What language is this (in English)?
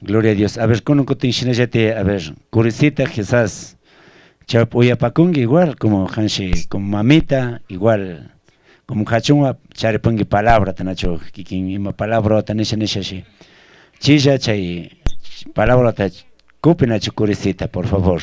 Chimborazo Highland Quichua